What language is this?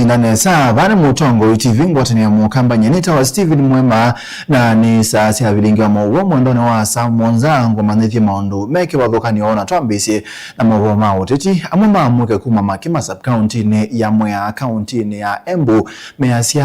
Kamba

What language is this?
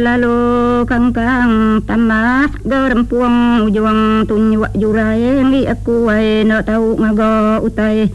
Iban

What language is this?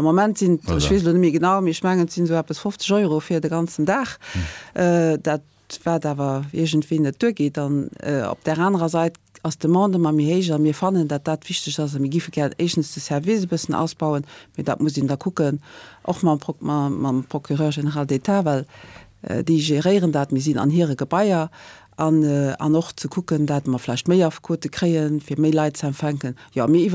Luxembourgish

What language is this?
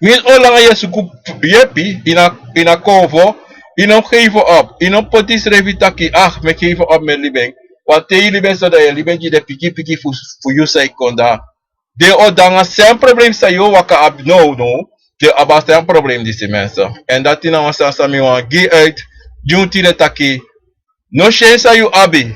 Sranan Tongo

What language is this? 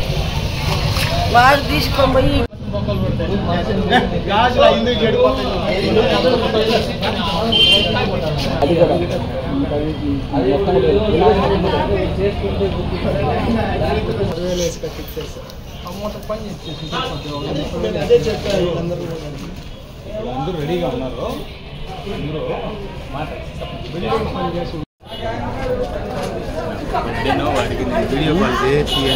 Telugu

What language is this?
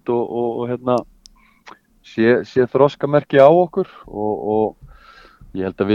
Icelandic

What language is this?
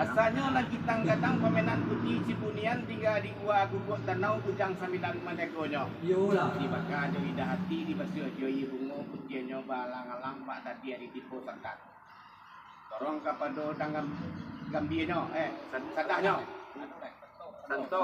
Minangkabau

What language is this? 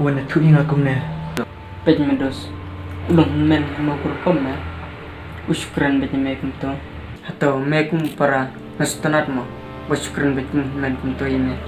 Khasi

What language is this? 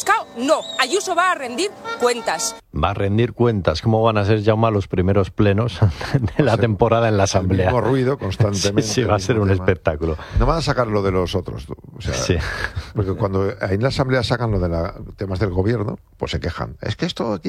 Spanish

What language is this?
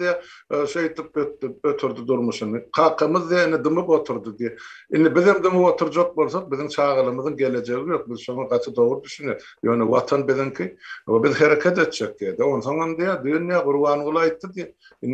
Turkmen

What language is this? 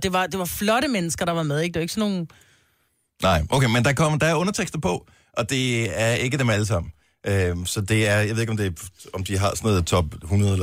Danish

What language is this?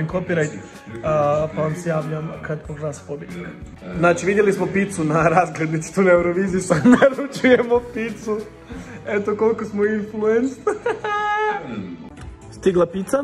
Croatian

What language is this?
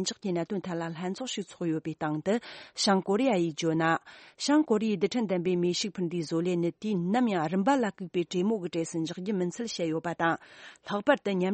Tibetan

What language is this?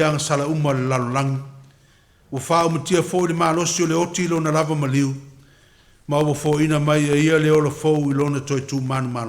Samoan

